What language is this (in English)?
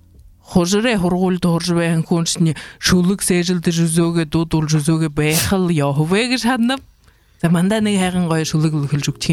Buriat